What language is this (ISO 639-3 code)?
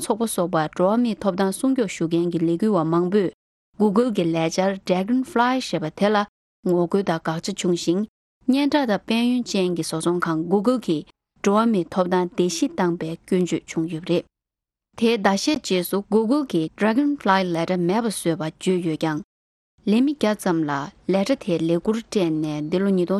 bod